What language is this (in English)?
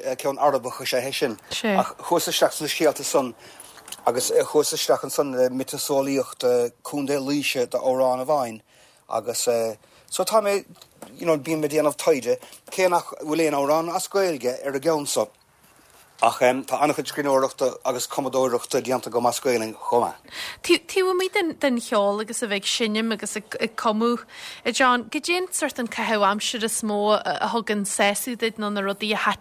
Irish